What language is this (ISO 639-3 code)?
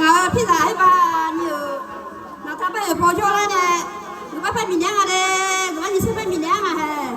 ahk